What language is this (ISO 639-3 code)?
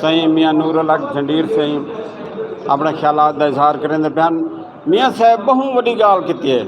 skr